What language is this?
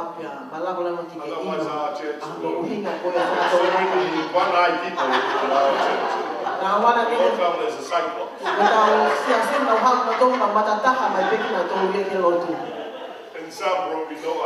Tongan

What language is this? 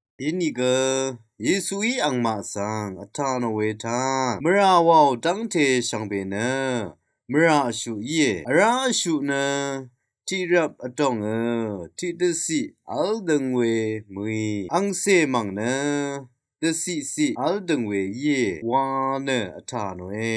Rawang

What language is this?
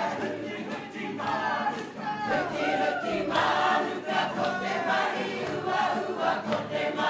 Māori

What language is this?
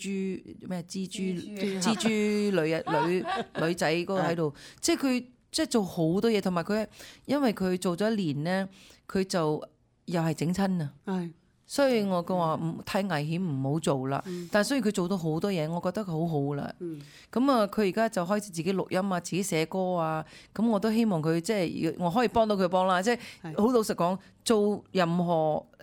Cantonese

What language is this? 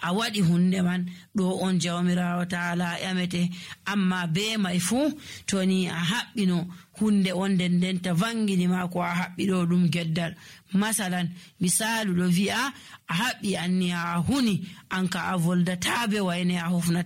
Nigerian Fulfulde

